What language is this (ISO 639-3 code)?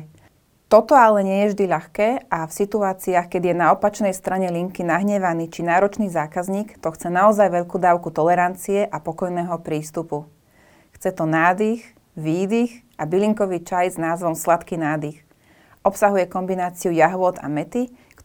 slk